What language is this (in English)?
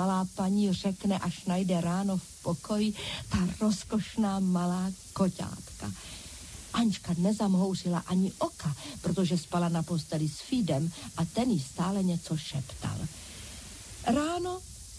Czech